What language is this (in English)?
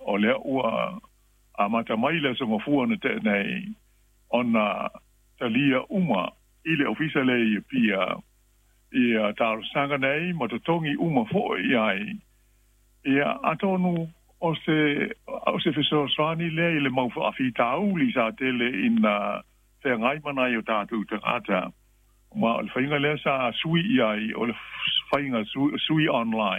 Samoan